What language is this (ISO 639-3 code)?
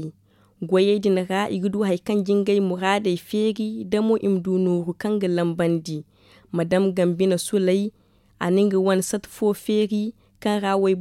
dje